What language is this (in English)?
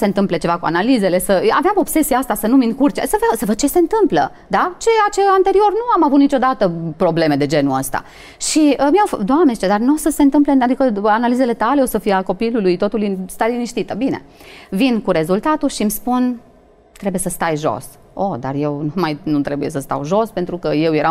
Romanian